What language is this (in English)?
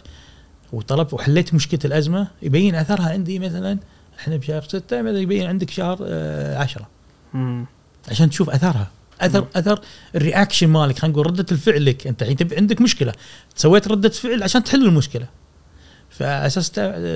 Gulf Arabic